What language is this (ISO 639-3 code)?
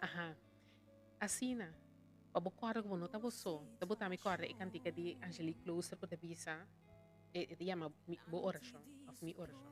pap